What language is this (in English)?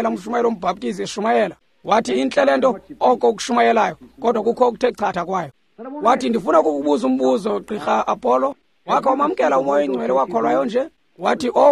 Xhosa